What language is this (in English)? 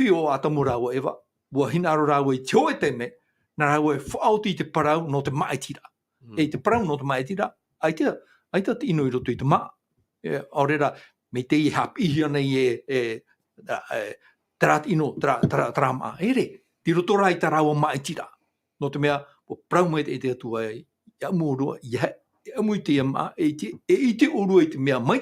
Tahitian